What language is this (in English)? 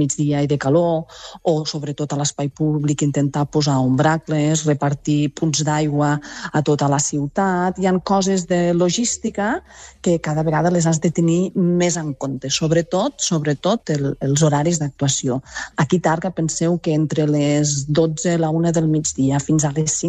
Catalan